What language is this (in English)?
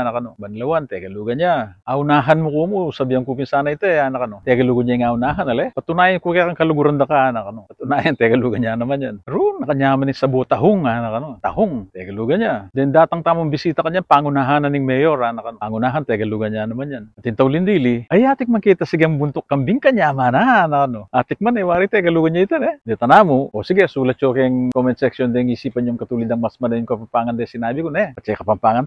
Pampanga